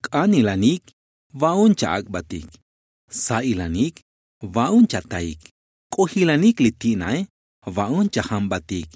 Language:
Tzotzil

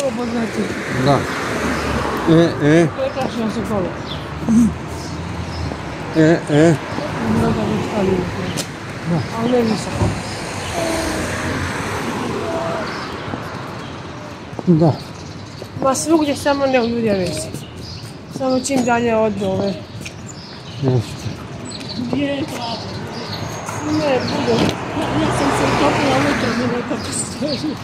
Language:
Croatian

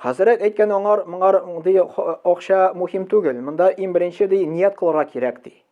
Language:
Tatar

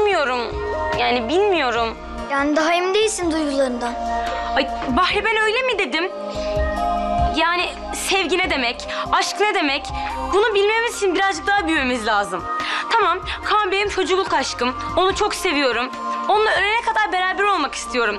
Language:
Turkish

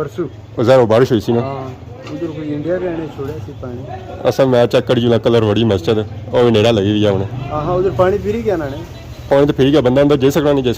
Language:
Pahari-Potwari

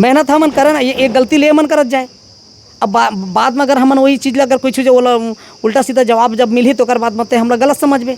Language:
Chhattisgarhi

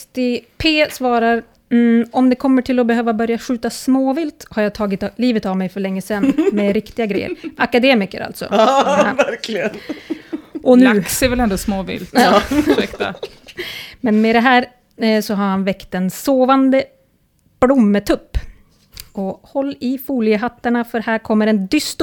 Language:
Swedish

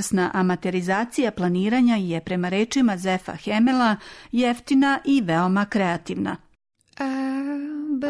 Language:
Serbian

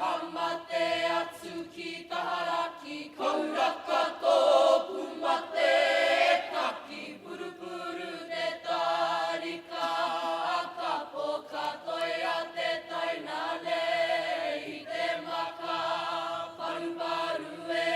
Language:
Māori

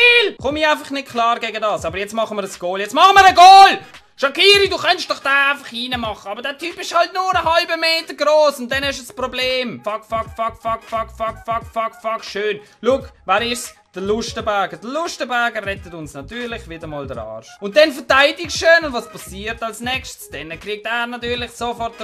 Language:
Swiss German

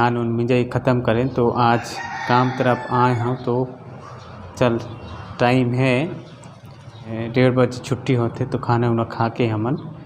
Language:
Chhattisgarhi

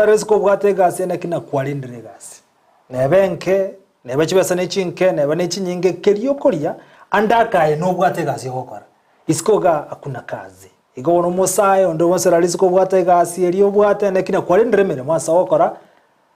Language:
Gusii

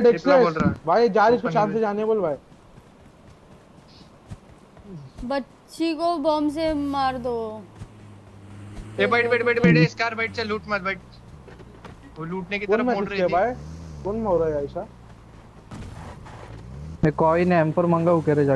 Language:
Hindi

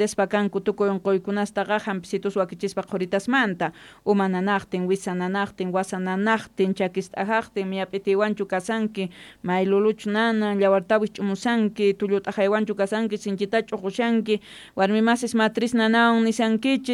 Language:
Quechua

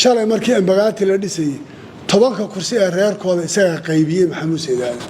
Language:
Somali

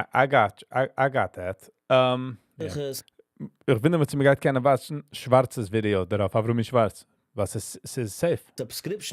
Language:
Yiddish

